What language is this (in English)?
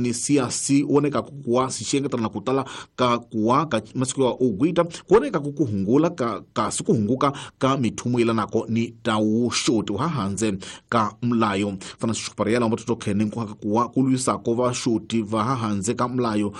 Tsonga